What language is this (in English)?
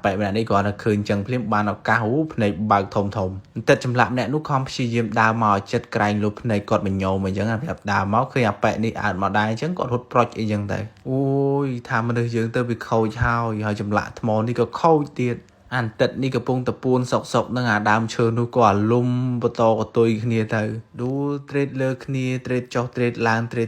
Khmer